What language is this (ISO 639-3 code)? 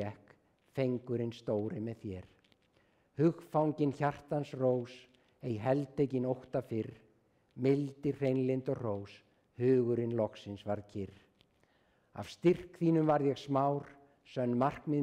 isl